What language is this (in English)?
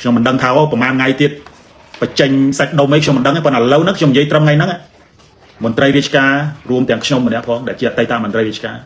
Khmer